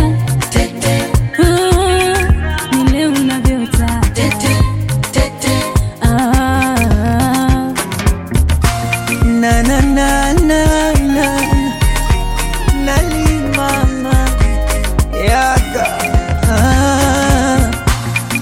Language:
Swahili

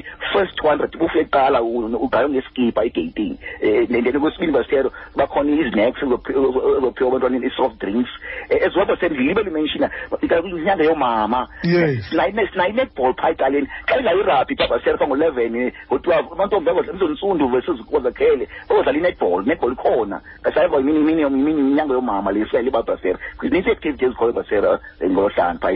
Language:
Xhosa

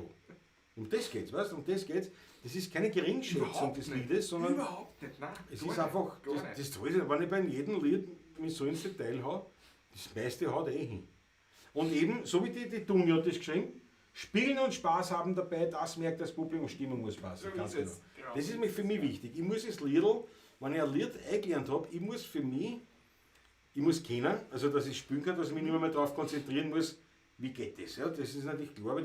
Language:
Bavarian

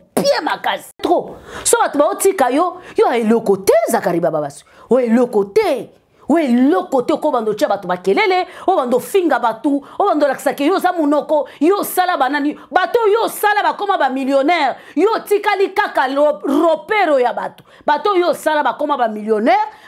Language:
Lingala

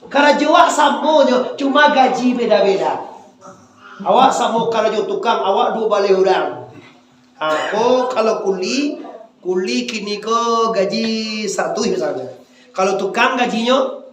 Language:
Minangkabau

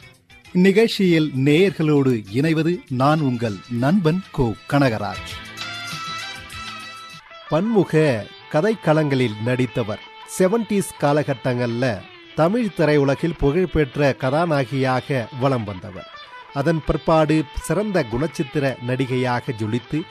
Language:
Tamil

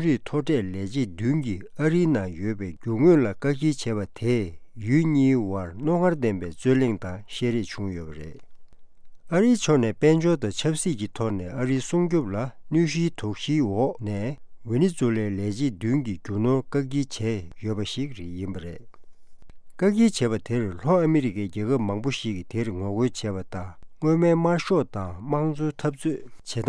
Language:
Tibetan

